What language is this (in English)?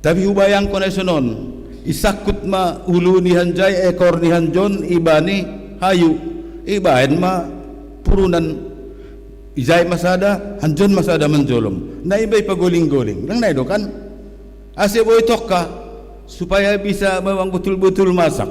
Batak Simalungun